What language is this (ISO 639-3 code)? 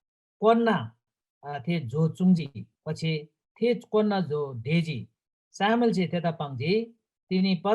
taj